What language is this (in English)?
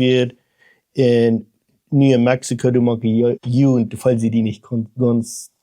Plautdietsch